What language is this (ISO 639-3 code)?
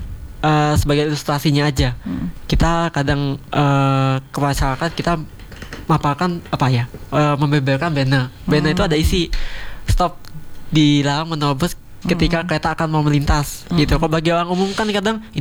ind